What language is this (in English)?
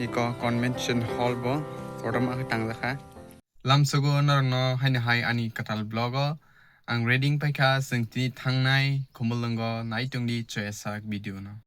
Kok Borok